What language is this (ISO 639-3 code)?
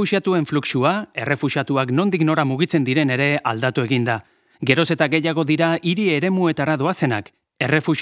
eus